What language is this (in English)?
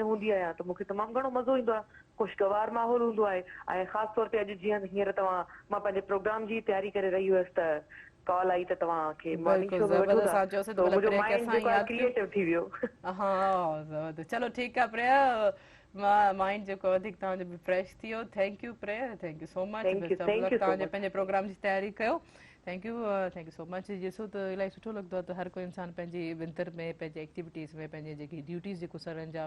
Sindhi